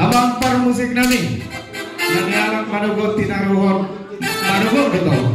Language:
Batak Toba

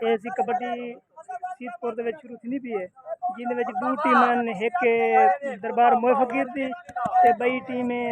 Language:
Saraiki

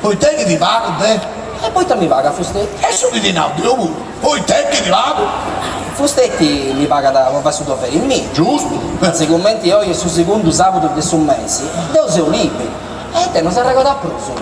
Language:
Sardinian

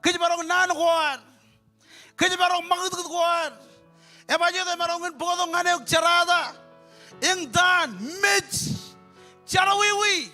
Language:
Marshallese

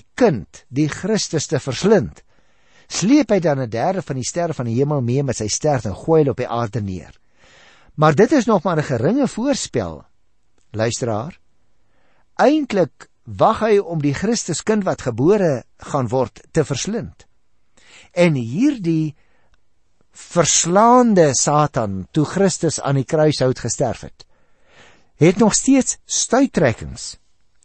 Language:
Afrikaans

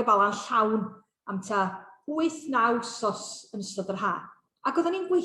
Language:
Welsh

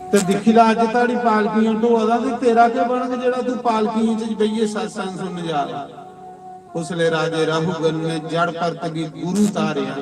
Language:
Dogri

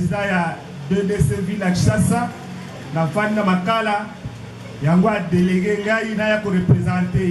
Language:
Lingala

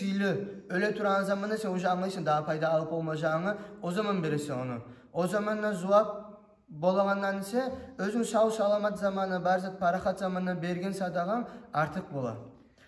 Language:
Kumyk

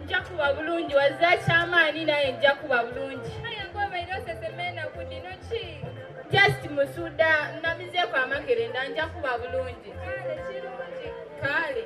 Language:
Soga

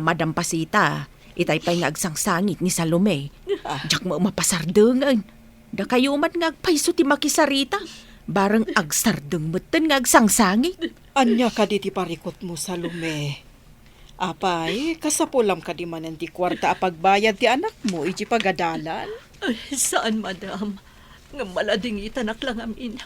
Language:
Iloko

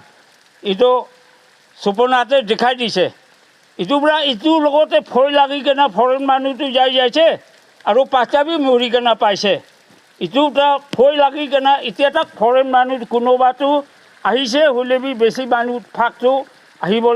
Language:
Naga Pidgin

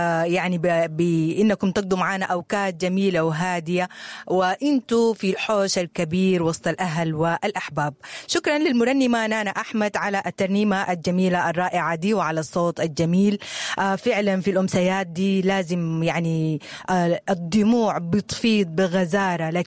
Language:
Sudanese Arabic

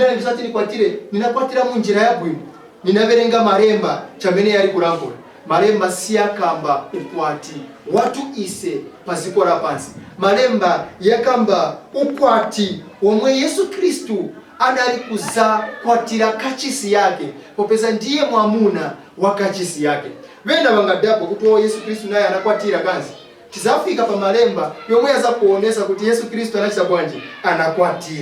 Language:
Nyanja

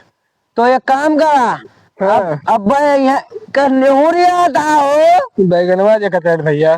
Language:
Awadhi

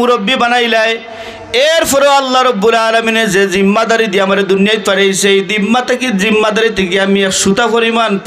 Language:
Sylheti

